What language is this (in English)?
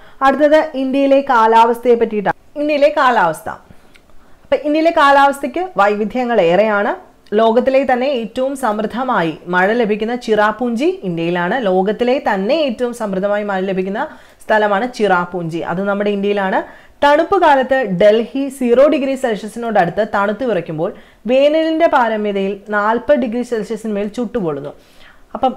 Malayalam